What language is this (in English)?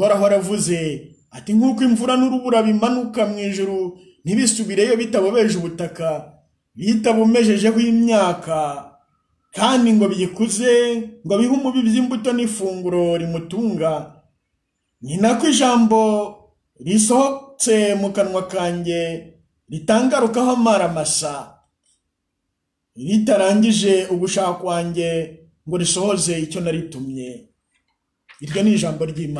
Kinyarwanda